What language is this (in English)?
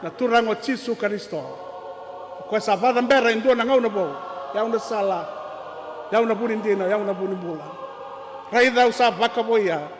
Fijian